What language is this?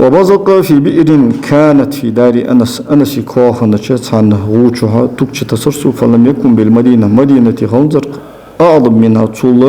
Ingush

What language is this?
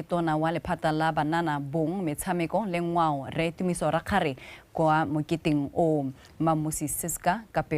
Tswana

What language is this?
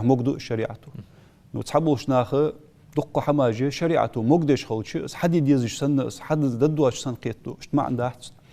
Ingush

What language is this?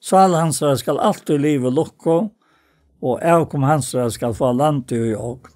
Faroese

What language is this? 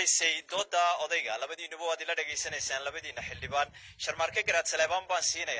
Somali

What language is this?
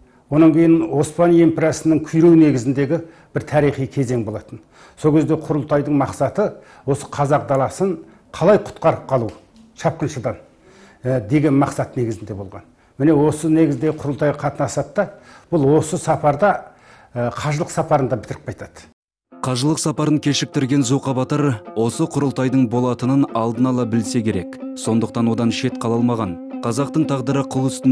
Kazakh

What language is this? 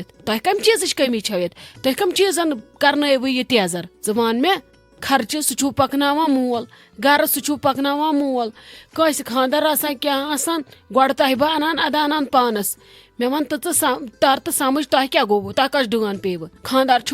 Kashmiri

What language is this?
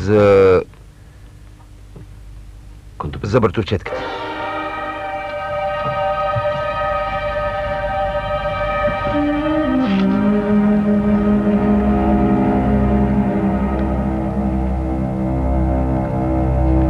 Bulgarian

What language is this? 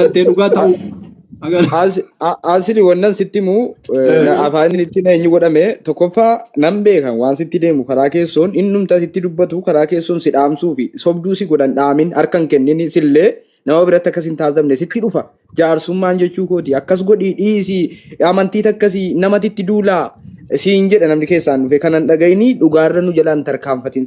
Oromo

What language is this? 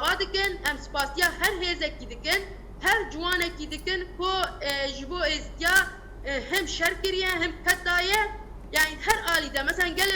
Kurdish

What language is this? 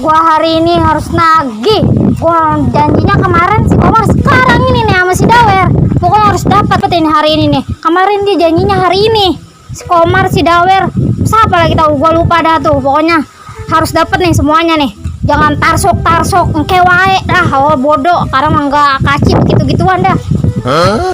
Betawi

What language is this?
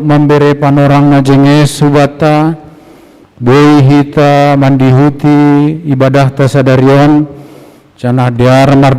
Batak Simalungun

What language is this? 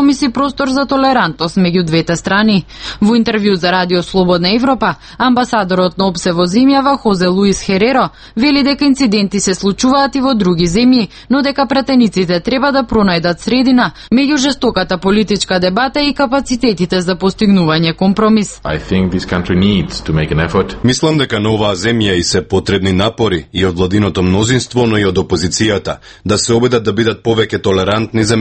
Macedonian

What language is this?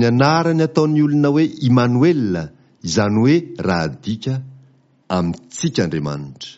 Malagasy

